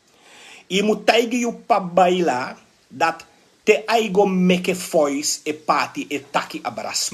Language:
Sranan Tongo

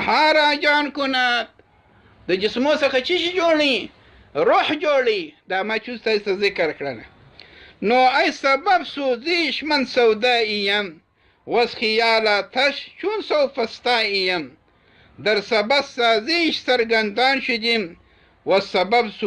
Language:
Pashto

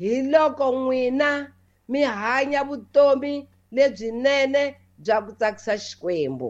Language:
Tsonga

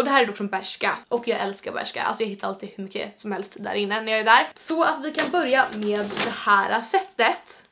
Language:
Swedish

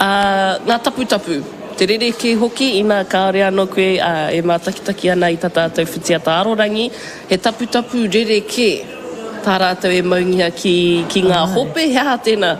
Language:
Māori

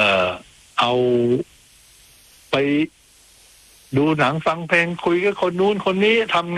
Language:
Thai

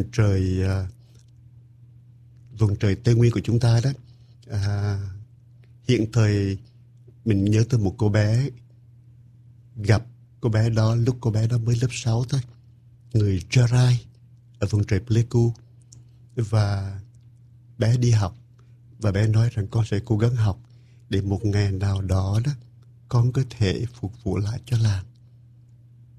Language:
Vietnamese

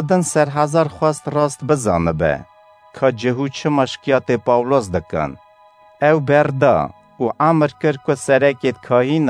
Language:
Kurdish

